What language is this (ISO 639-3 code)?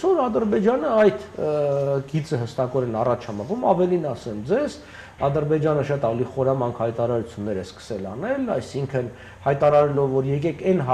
hye